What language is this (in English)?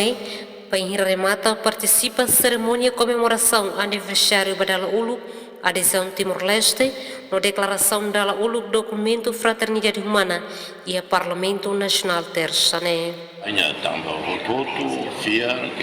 Tetum